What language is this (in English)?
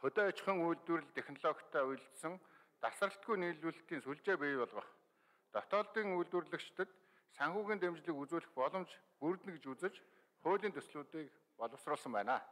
Mongolian